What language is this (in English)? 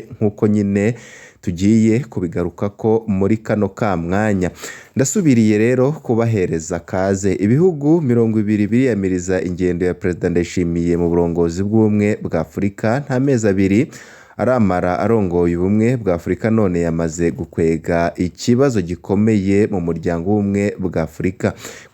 Rundi